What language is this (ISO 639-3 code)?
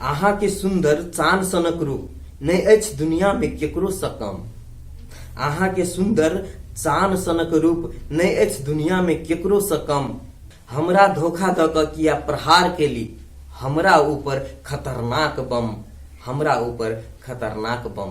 mai